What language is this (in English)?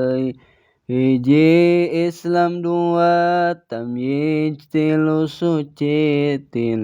Sundanese